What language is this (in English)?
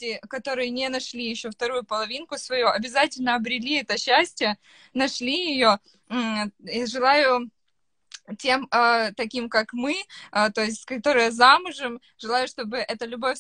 Russian